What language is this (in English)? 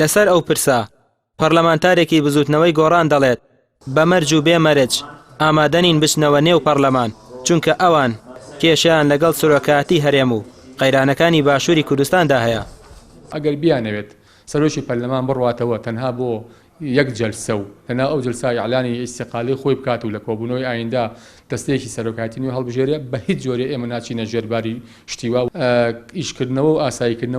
Central Kurdish